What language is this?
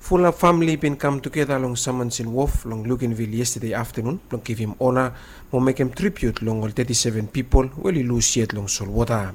Bislama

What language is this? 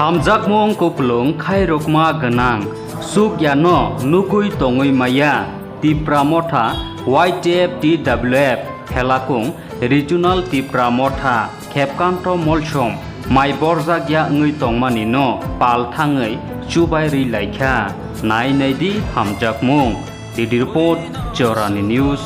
Kok Borok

